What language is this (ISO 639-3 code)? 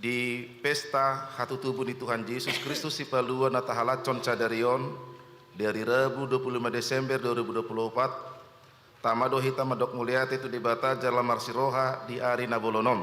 bbc